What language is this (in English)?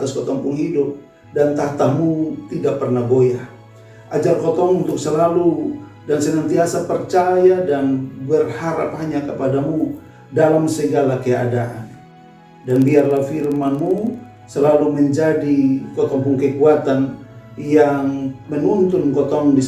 Kupang Malay